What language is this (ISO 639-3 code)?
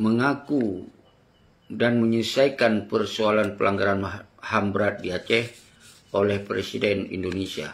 ace